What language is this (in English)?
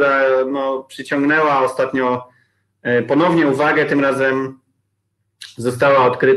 Polish